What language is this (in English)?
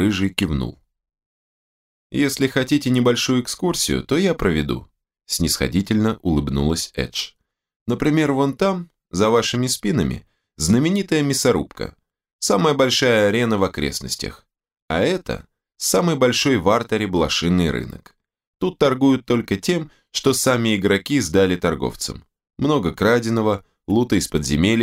Russian